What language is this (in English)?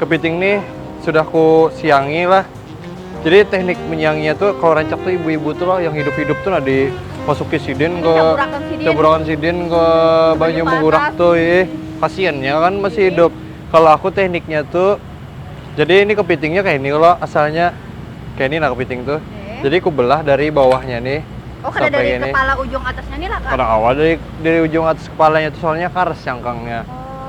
Banjar